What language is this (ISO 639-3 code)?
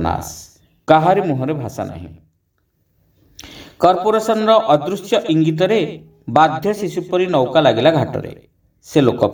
ori